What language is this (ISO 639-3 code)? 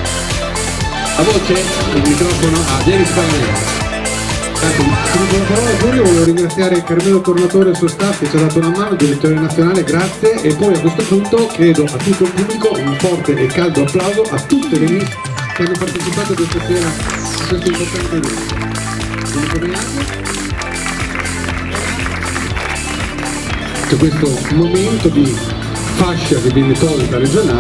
ita